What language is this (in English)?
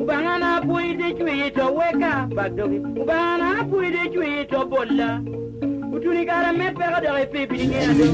Lango (Uganda)